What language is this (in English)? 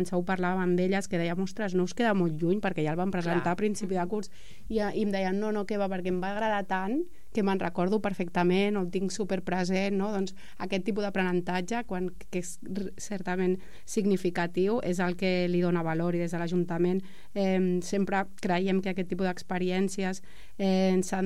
Catalan